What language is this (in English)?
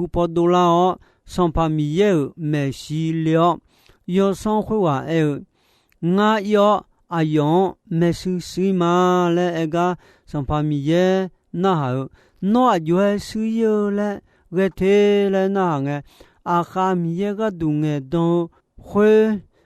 Akha